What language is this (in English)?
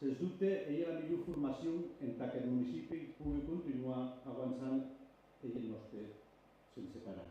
Occitan